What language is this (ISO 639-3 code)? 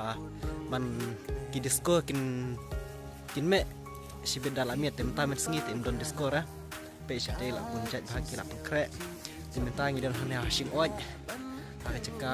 kha